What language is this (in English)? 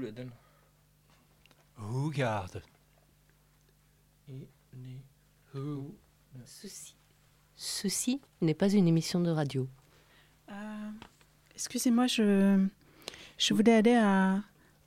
French